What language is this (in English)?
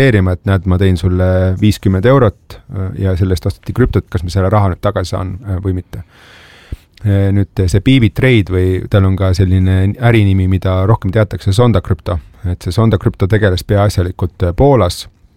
Estonian